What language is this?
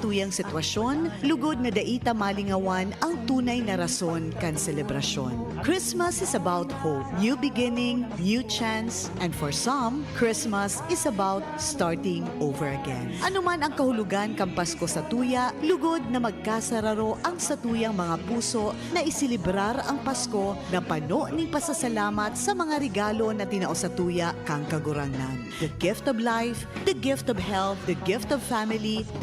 Bikol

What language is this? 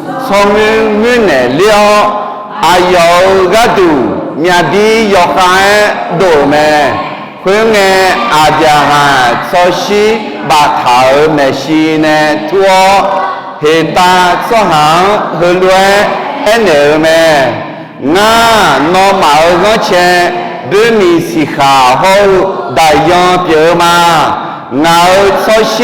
Akha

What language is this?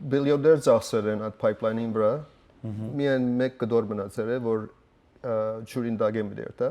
Western Armenian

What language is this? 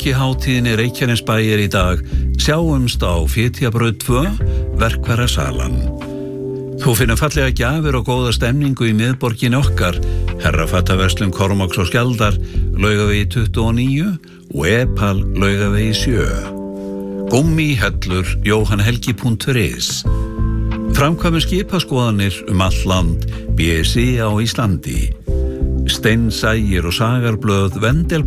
Icelandic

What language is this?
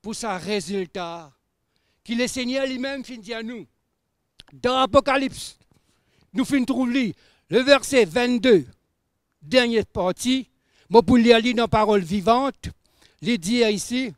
Morisyen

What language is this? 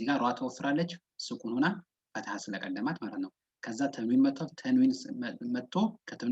Amharic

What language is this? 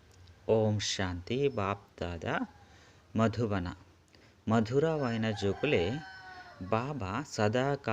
Tulu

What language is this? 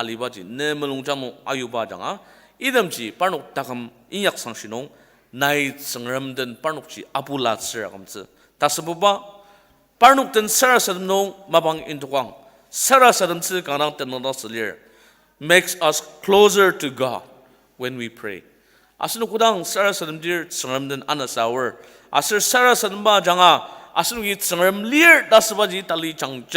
Ao Naga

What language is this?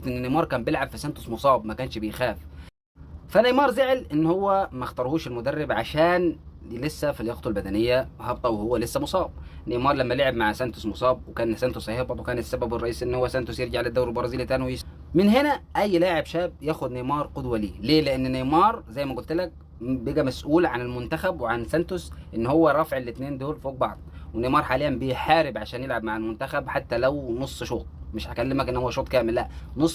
Egyptian Arabic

